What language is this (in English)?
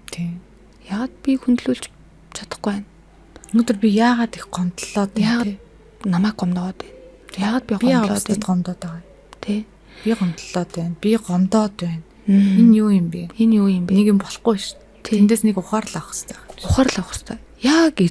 Mongolian